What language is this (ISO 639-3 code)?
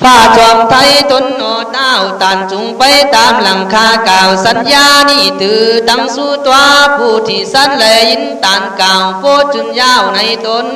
kkh